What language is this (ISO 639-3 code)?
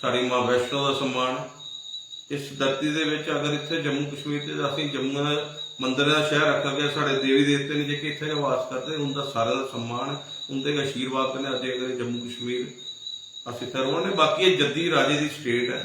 doi